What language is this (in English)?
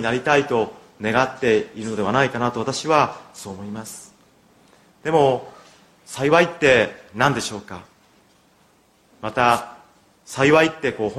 Japanese